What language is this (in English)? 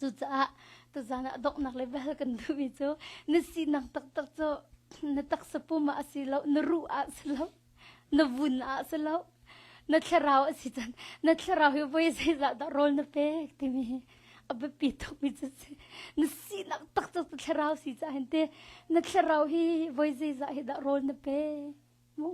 Hakha Chin